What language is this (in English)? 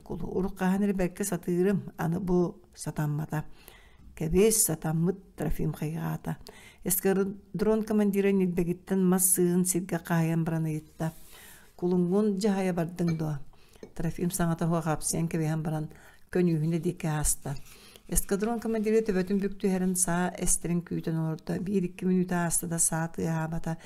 Yakut